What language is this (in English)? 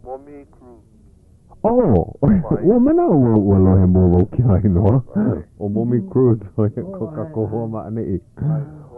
Hawaiian